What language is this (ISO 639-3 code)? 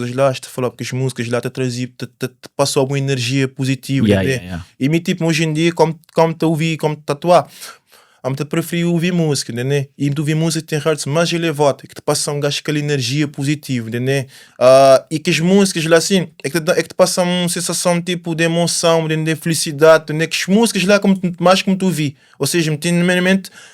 kea